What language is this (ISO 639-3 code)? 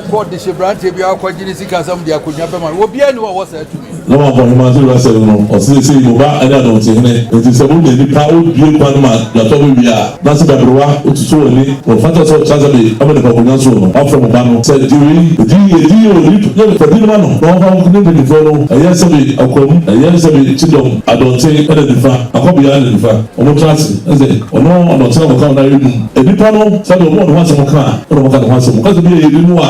aka